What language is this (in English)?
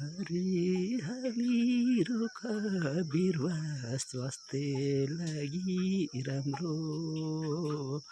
Nepali